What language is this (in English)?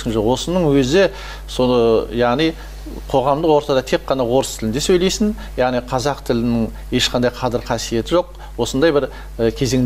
Kazakh